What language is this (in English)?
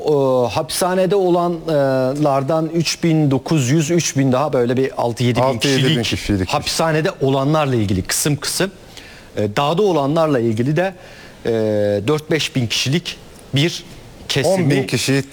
Turkish